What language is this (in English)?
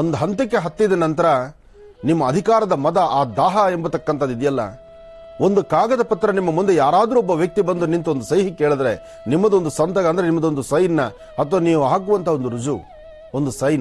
Kannada